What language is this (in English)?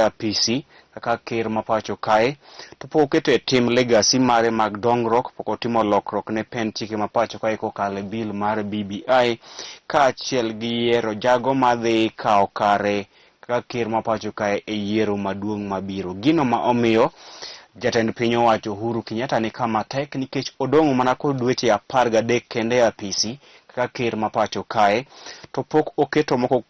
Luo (Kenya and Tanzania)